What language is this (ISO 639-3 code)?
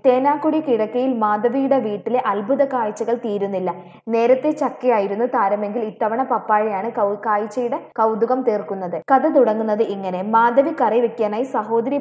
mal